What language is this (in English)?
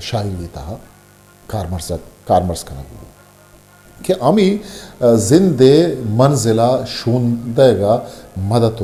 Eastern Balochi